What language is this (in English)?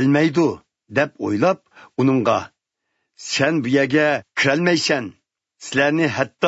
Uyghur